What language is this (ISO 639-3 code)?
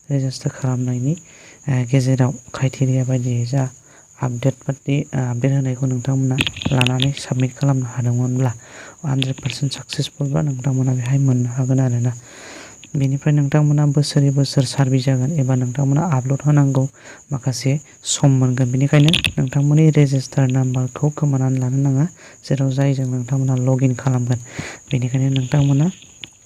brx